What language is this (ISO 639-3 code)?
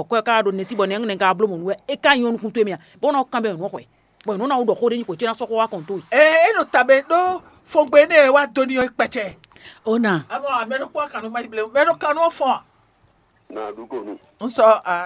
fon